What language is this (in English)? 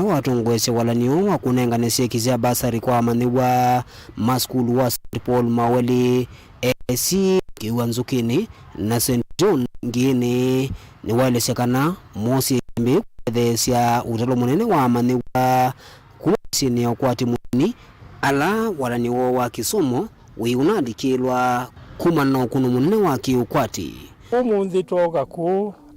Kamba